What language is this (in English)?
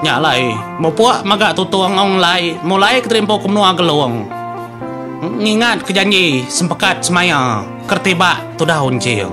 Iban